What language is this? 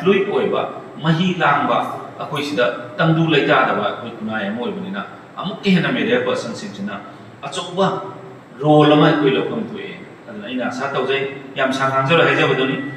Manipuri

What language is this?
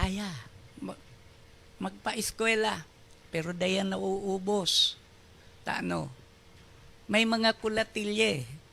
Bikol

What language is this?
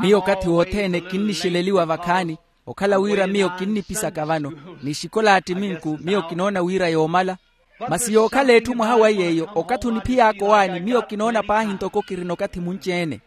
Makhuwa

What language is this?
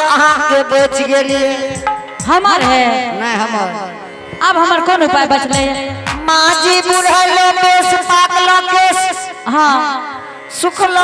Angika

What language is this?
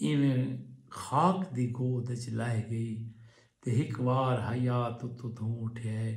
Saraiki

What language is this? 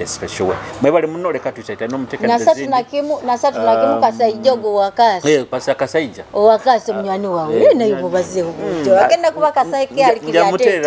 Nyoro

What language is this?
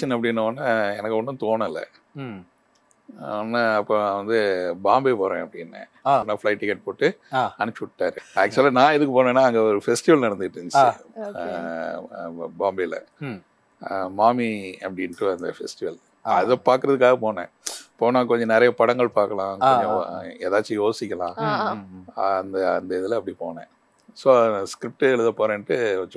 Tamil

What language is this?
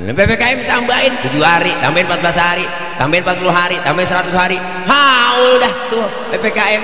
Betawi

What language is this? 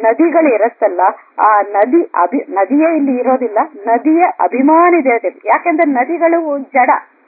Kannada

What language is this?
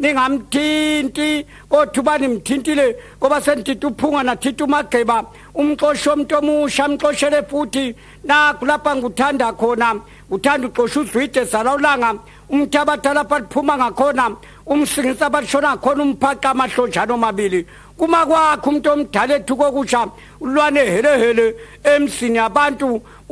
Zulu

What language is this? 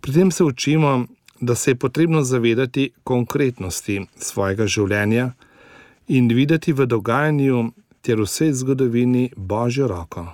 Slovenian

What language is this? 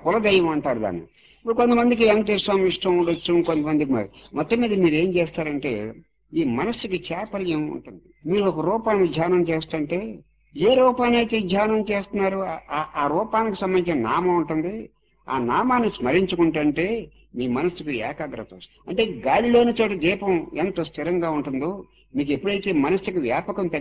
Telugu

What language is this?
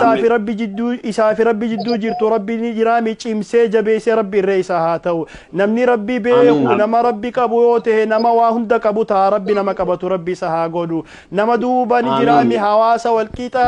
Oromo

